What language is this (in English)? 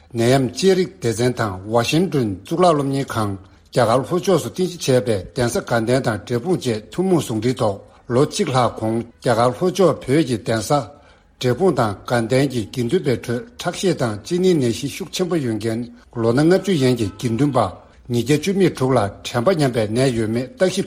Tibetan